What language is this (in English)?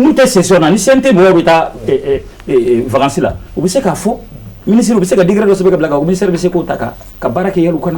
Bambara